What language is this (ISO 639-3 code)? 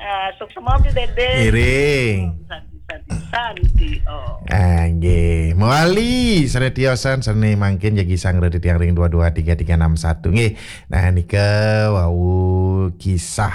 ban